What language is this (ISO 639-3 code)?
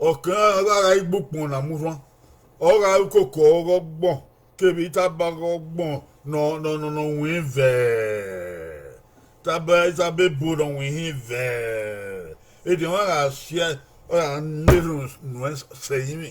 bin